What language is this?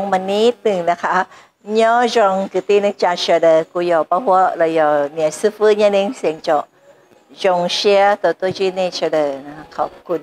Thai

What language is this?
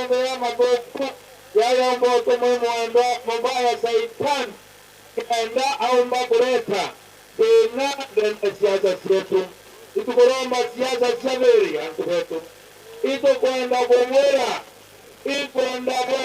Meru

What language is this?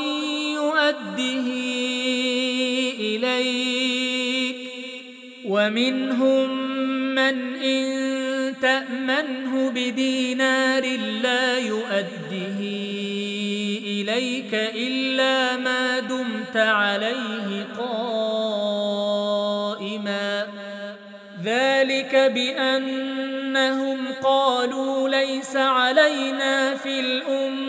Arabic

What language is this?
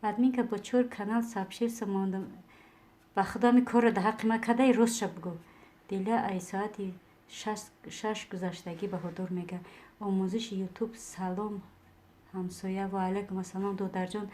Tajik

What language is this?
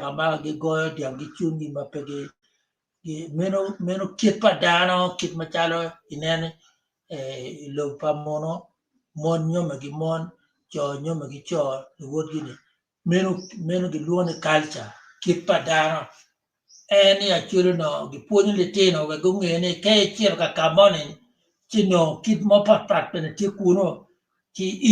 Acoli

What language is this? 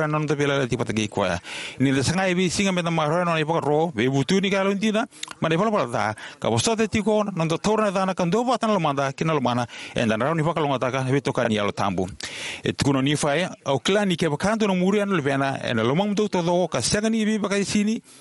Fijian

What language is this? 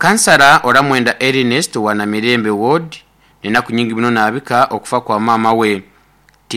Nyoro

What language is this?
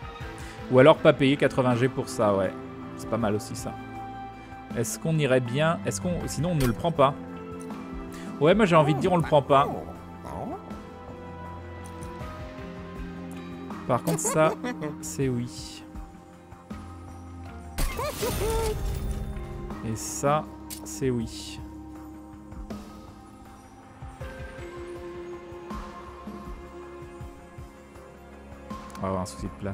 French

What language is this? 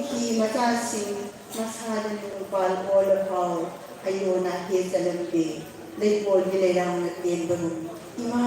Manipuri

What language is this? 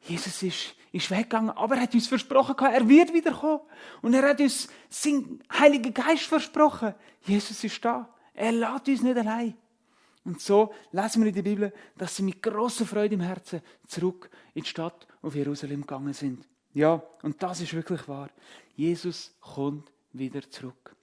Swiss German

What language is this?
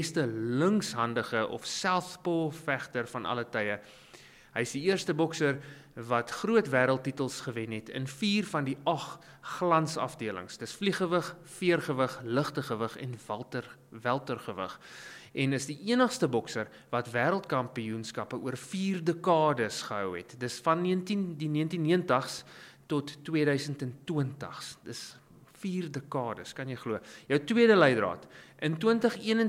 Afrikaans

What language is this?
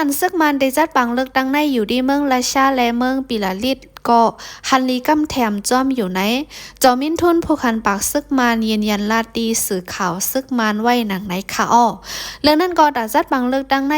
Shan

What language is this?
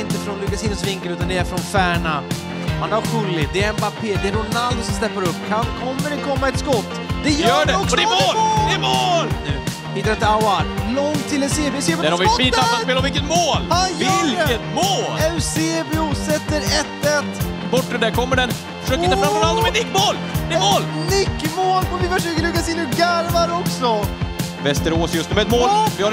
Swedish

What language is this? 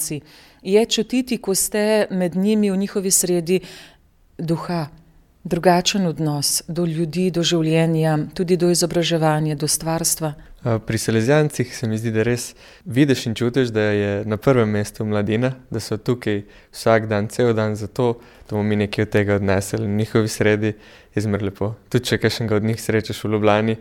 Slovenian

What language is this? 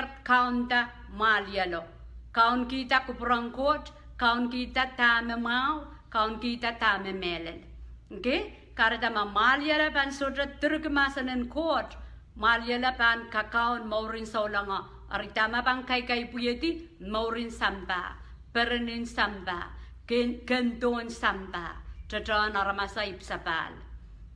Pohnpeian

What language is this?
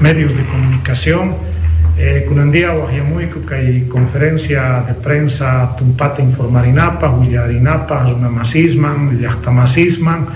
South Bolivian Quechua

